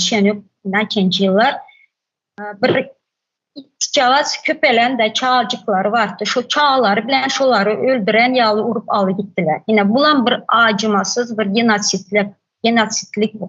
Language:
Turkmen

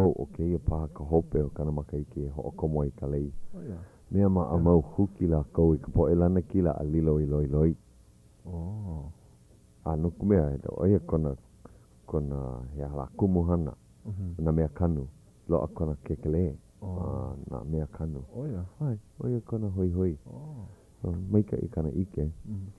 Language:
Hawaiian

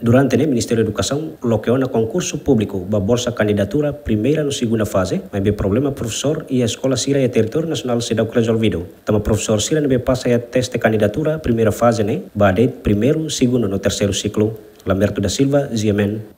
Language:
Tetum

